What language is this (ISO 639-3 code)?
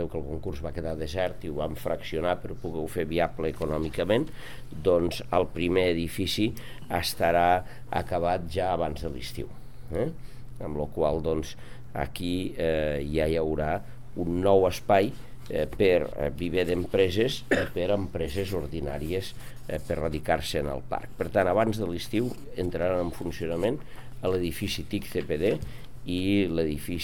cat